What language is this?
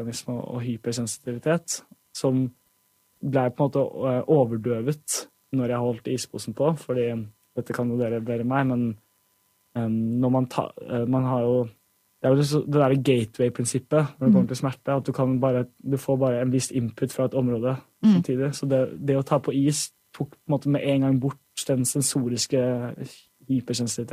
Norwegian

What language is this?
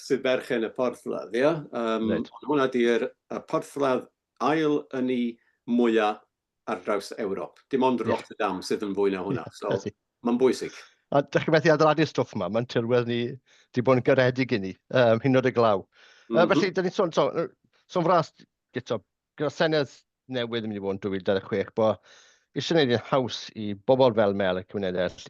Welsh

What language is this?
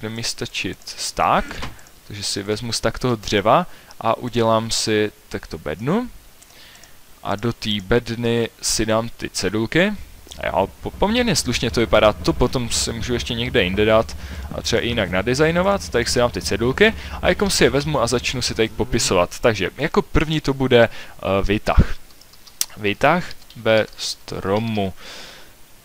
Czech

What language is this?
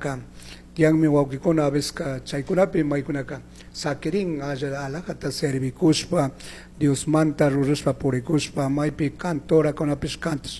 Chimborazo Highland Quichua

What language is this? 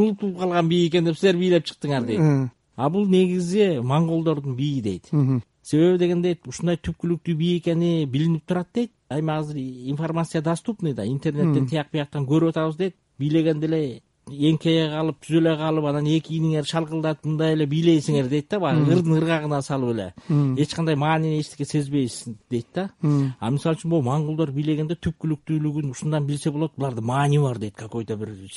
Kyrgyz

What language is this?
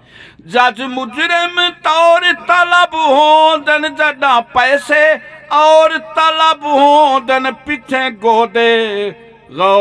Saraiki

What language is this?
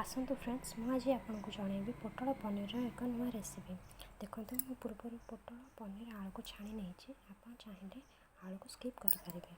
Odia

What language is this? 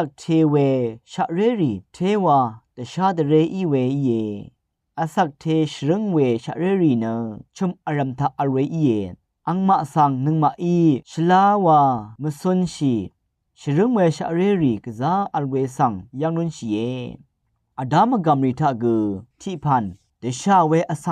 Rawang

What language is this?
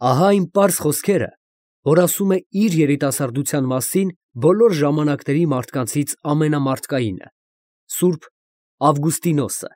Armenian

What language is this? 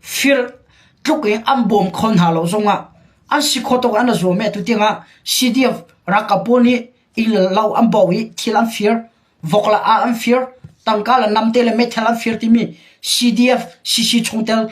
Hakha Chin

